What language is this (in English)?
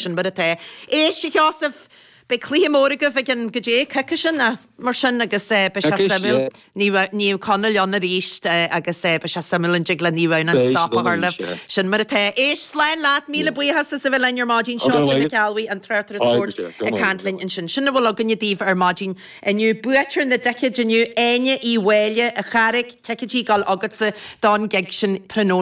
Irish